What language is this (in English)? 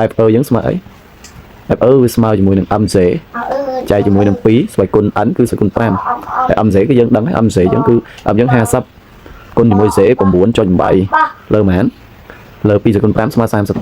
Khmer